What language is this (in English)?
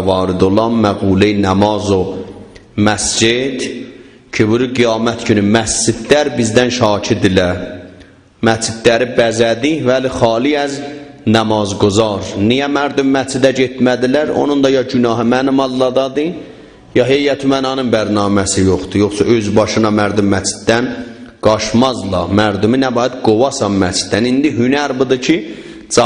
South Azerbaijani